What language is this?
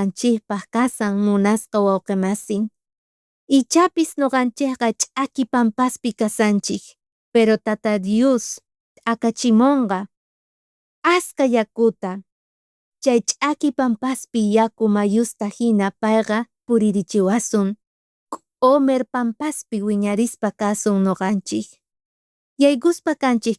South Bolivian Quechua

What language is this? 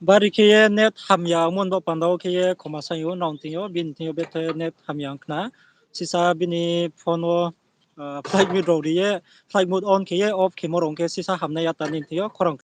Riang (India)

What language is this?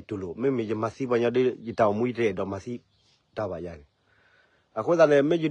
S'gaw Karen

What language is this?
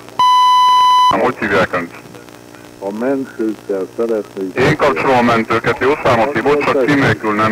Hungarian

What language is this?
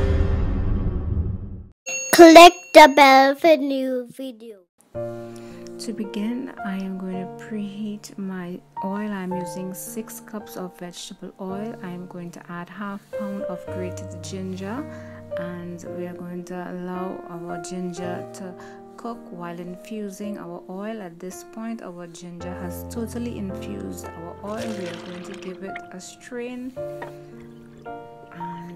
English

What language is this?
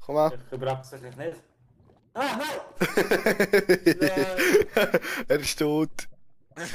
Swiss German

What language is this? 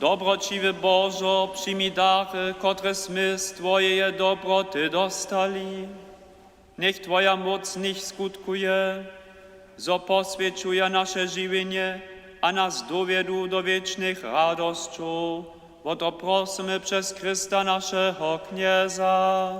Upper Sorbian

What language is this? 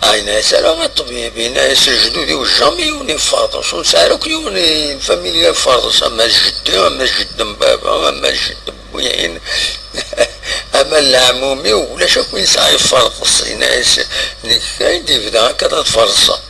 Kabyle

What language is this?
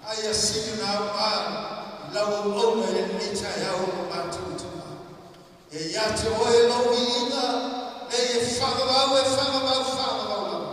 Samoan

